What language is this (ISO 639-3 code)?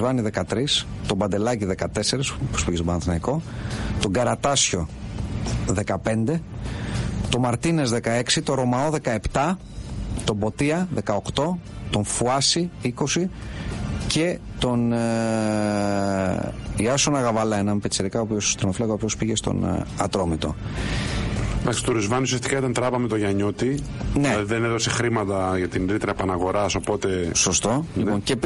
ell